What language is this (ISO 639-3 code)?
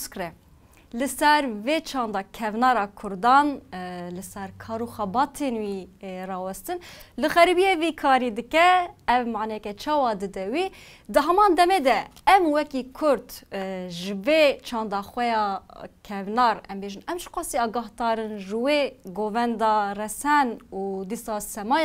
kur